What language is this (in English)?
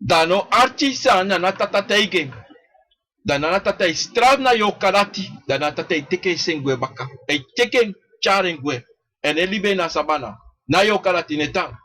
Sranan Tongo